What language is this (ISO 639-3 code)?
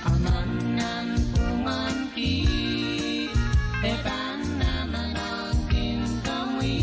pon